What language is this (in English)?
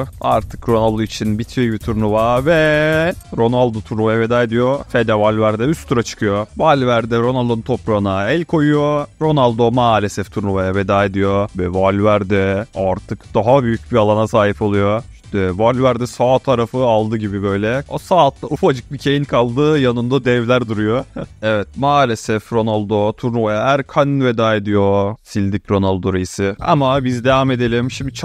Turkish